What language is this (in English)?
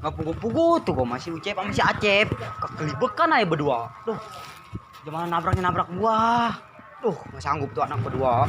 Betawi